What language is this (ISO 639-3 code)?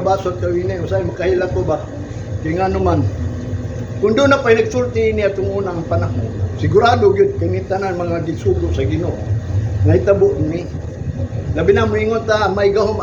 ceb